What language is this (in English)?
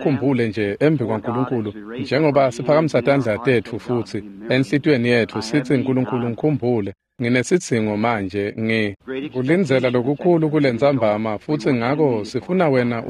Swati